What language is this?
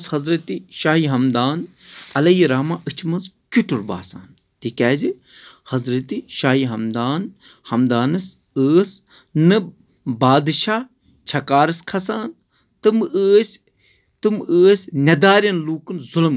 Kashmiri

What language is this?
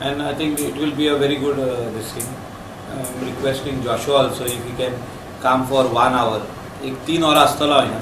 Konkani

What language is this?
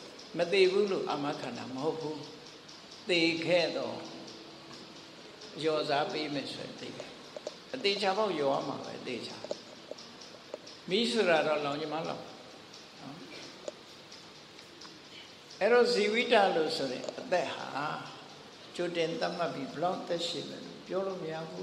Burmese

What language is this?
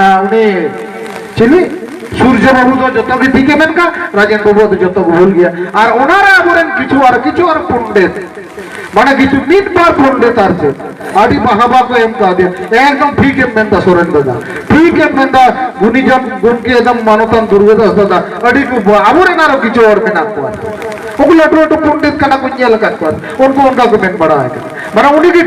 Santali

